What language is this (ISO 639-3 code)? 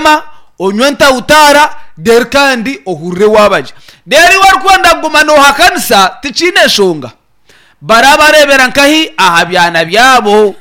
nyn